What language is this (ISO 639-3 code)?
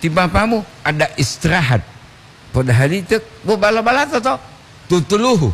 gor